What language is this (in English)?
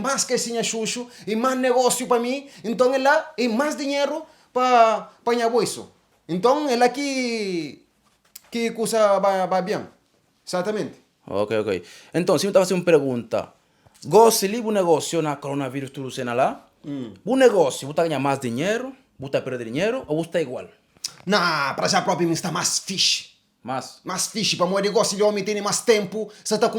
Kabuverdianu